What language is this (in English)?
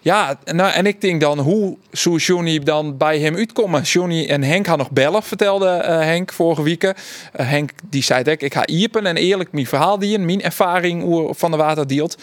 Western Frisian